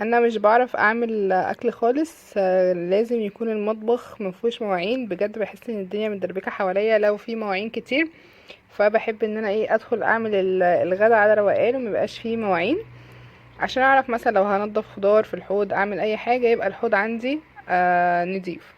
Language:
Egyptian Arabic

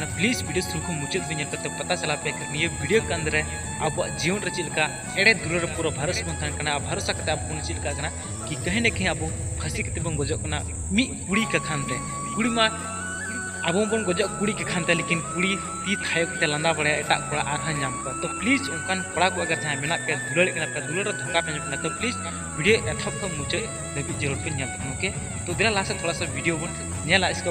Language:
Santali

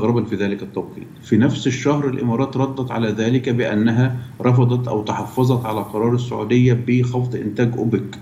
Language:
Arabic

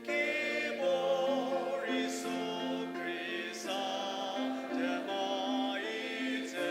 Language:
Ao Naga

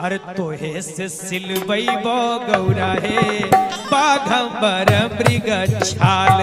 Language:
Magahi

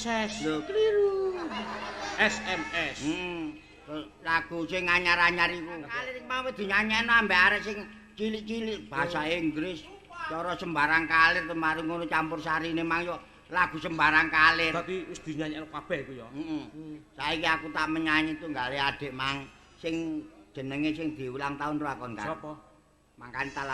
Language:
Javanese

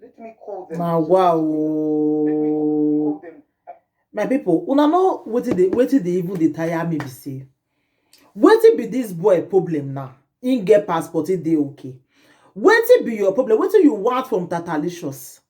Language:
Nigerian Pidgin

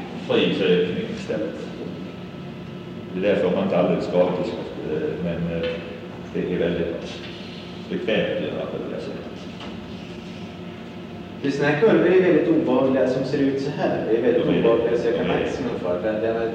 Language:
Swedish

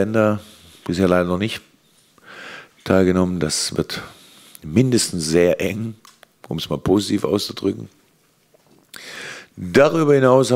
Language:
German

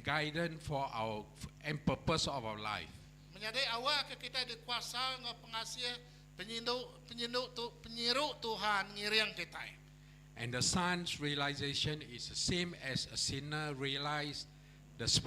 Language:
Iban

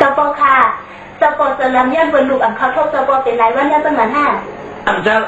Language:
Shan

